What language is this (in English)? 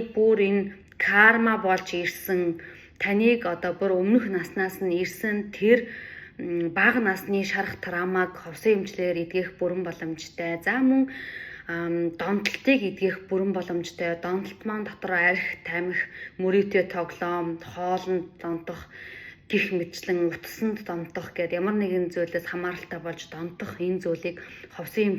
Mongolian